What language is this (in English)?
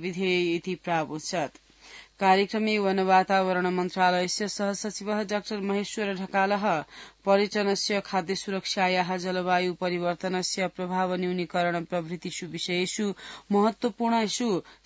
Sanskrit